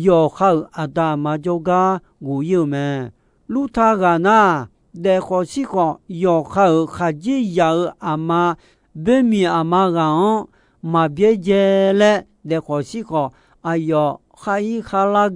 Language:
Akha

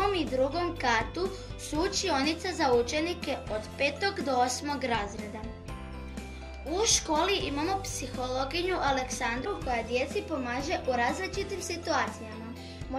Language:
Croatian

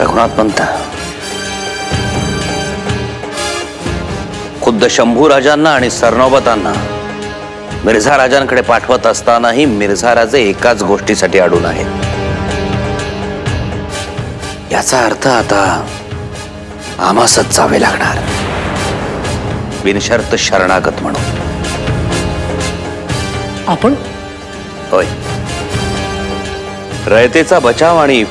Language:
Marathi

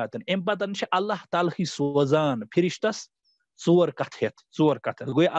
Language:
Kashmiri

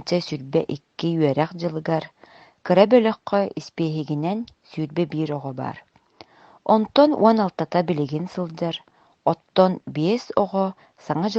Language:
Yakut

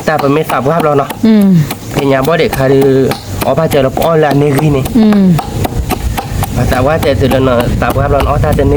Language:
S'gaw Karen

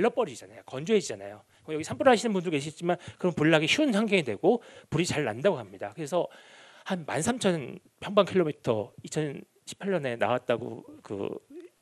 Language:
Korean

